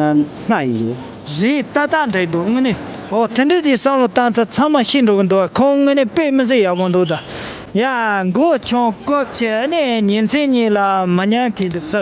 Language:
Tibetan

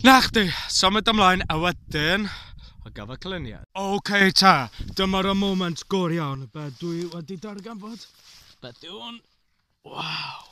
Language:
Welsh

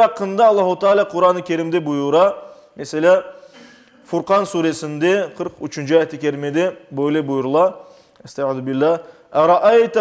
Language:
Crimean Tatar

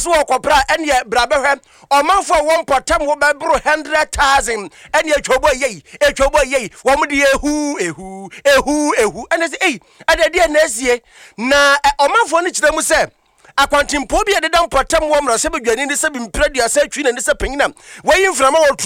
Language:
Akan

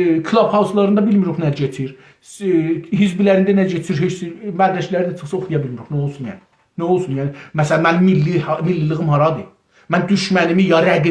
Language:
South Azerbaijani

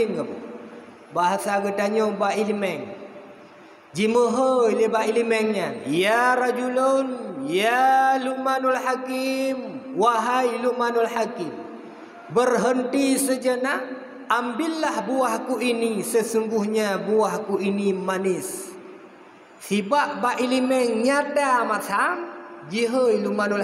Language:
Achinese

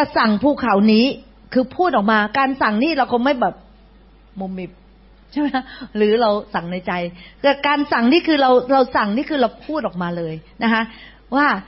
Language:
Thai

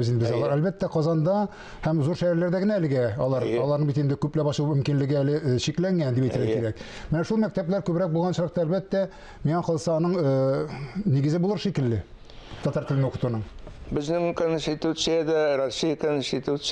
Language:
Tatar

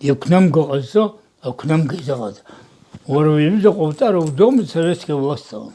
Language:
Abkhazian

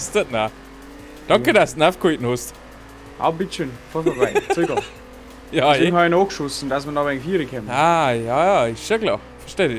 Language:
Bavarian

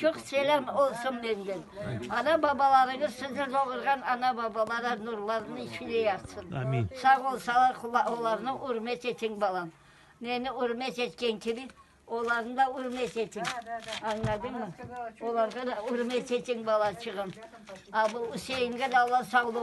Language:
Crimean Tatar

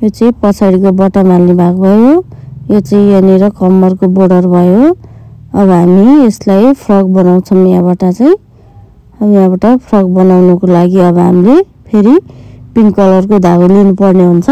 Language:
Nepali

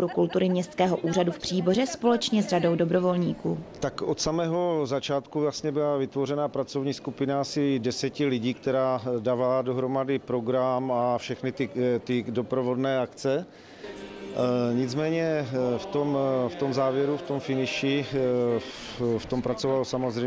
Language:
Czech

